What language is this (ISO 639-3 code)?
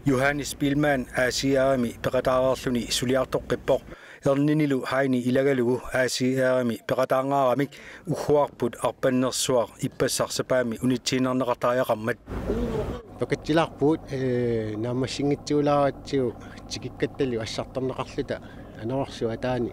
kal